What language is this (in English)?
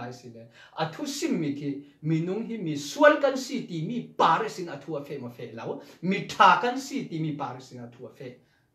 Falam Chin